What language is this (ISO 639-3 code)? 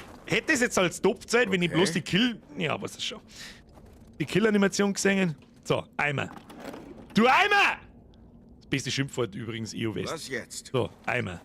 bar